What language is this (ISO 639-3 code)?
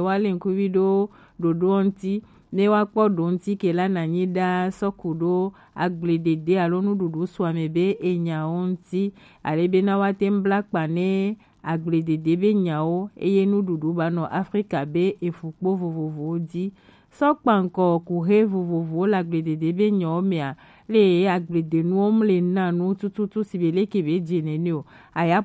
gej